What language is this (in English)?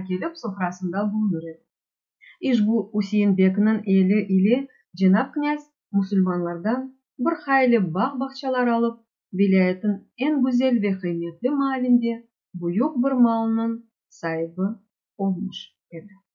Crimean Tatar